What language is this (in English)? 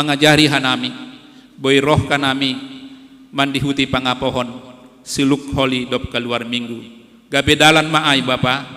Batak Simalungun